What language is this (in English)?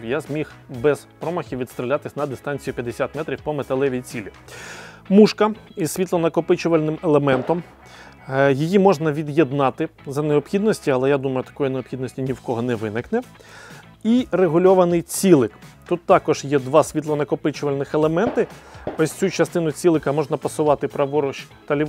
Ukrainian